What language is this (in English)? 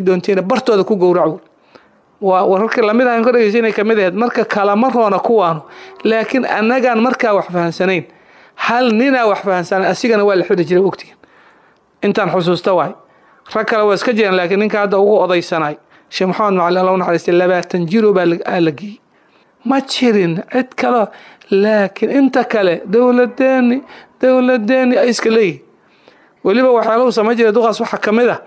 Somali